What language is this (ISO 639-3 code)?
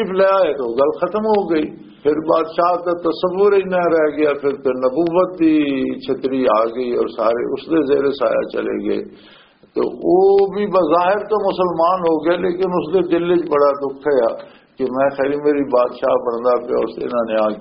lah